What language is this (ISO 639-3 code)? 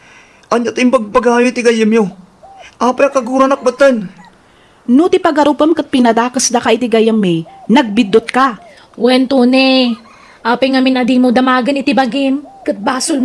ilo